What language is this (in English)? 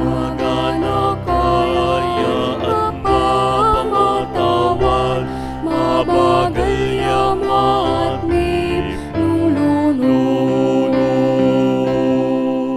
Pampanga